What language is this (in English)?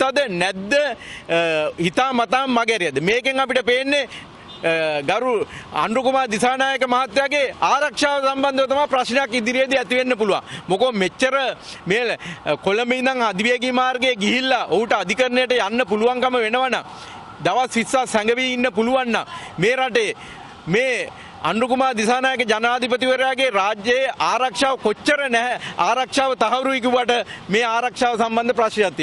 Sinhala